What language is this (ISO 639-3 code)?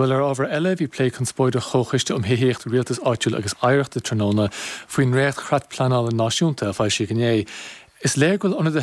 gle